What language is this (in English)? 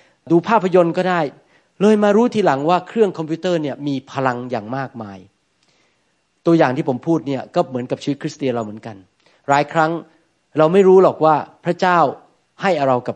Thai